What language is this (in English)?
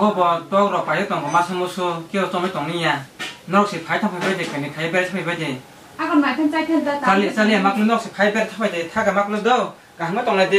Kok Borok